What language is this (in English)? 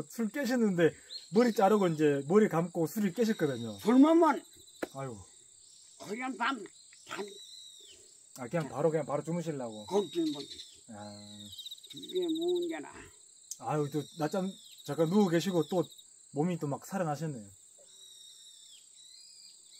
Korean